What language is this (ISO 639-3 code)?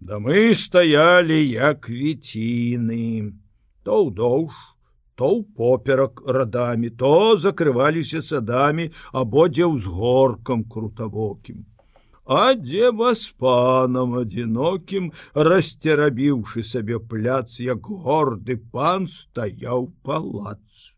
bel